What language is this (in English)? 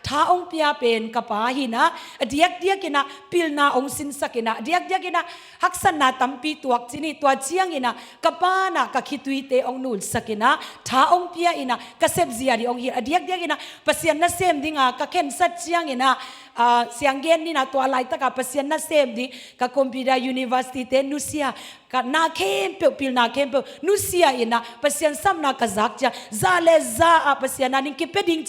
Tedim Chin